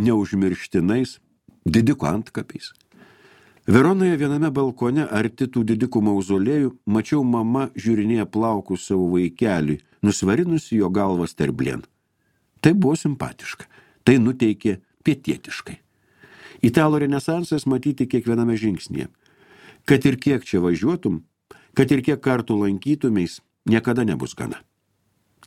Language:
Lithuanian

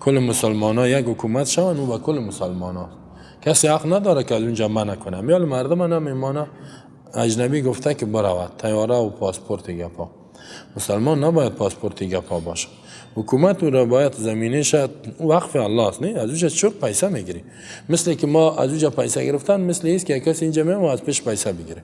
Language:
Persian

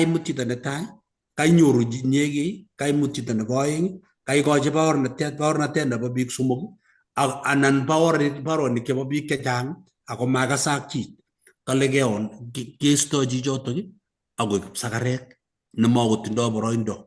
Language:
Kalenjin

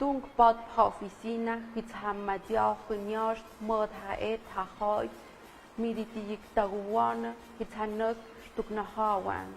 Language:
Tlahuitoltepec Mixe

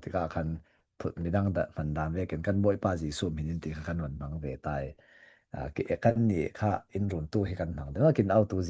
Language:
Falam Chin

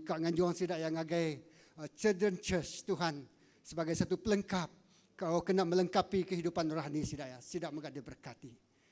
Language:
Iban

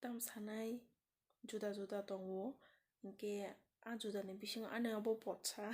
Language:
Kok Borok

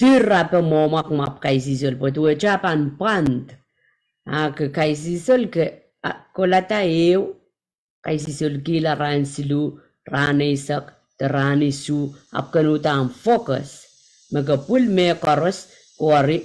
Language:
Pohnpeian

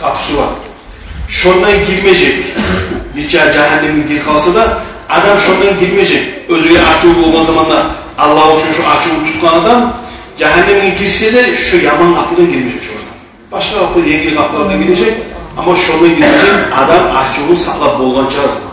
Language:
Kumyk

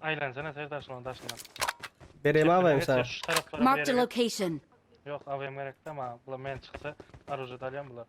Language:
Turkmen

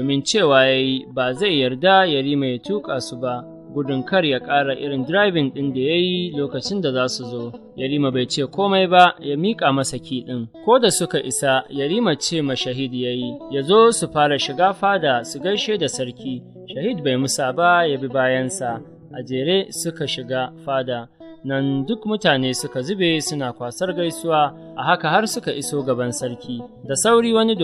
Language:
Hausa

